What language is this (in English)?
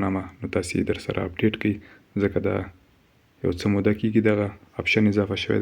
Pashto